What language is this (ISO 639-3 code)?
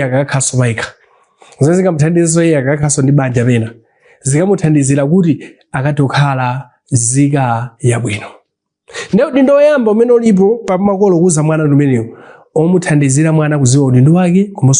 nya